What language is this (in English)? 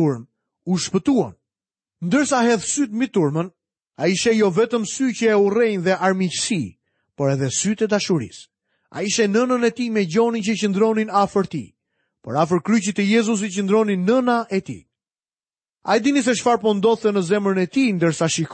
Albanian